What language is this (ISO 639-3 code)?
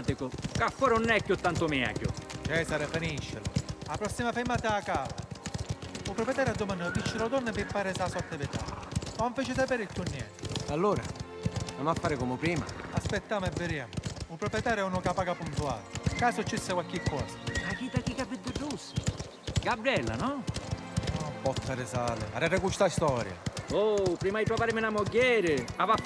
scn